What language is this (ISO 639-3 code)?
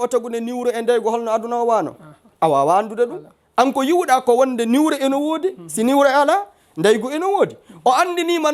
ful